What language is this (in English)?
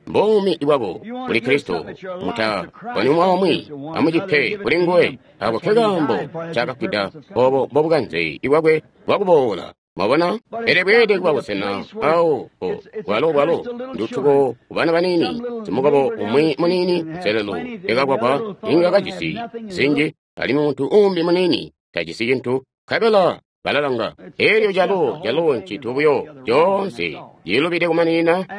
Tonga (Zambia)